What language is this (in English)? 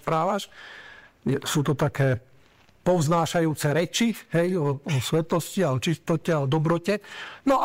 Slovak